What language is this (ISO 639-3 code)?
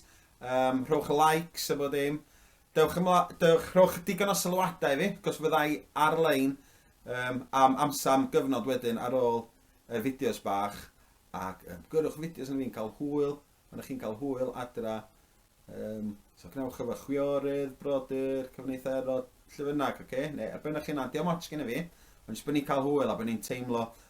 cym